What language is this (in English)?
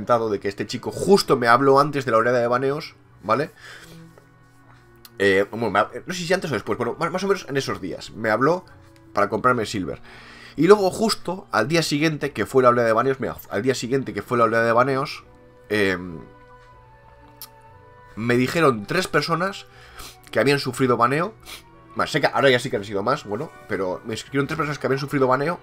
Spanish